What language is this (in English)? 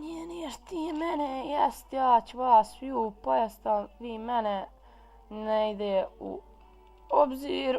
Bosnian